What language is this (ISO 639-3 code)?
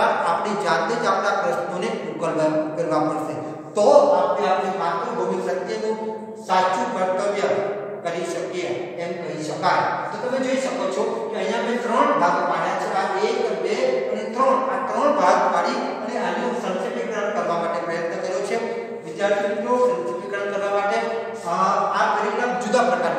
guj